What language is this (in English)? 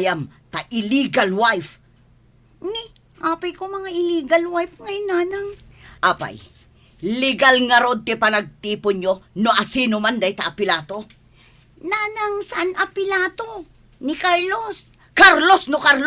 Iloko